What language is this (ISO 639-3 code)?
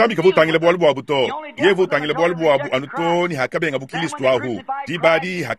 lua